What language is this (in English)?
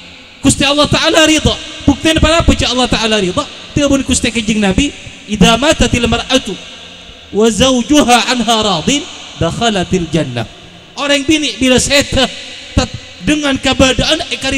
Madurese